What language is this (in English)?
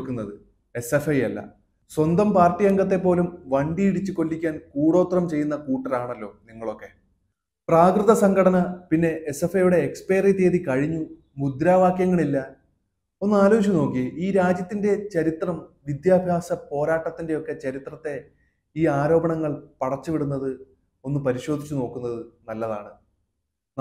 Malayalam